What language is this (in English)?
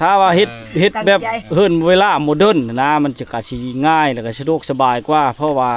Lao